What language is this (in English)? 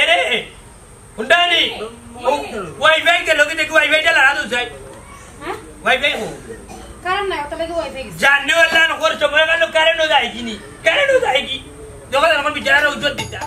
Sylheti